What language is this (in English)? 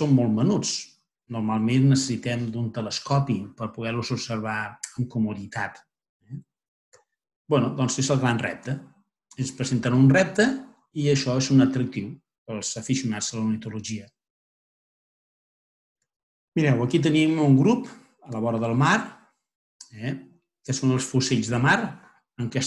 Catalan